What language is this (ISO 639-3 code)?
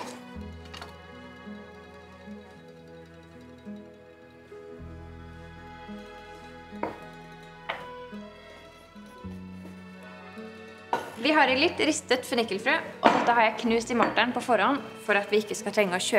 nor